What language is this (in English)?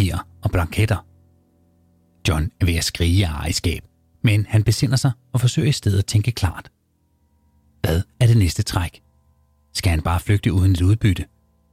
Danish